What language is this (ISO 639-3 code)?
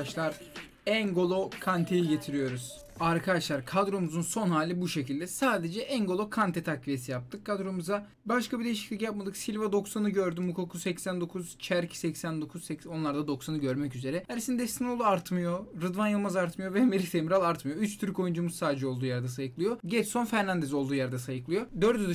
tur